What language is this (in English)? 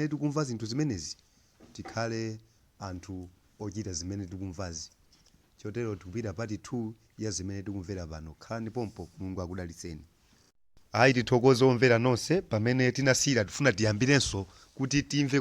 Nyanja